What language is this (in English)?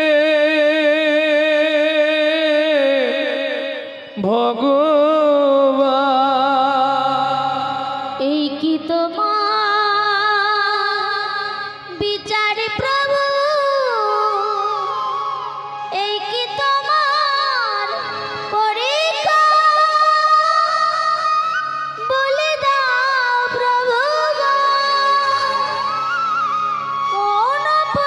Bangla